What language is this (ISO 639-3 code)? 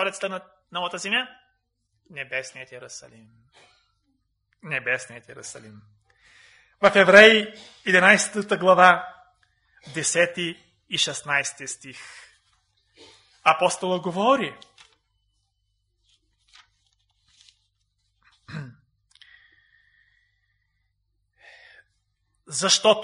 bul